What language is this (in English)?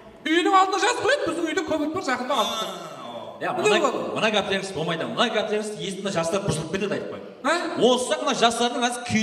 Kara-Kalpak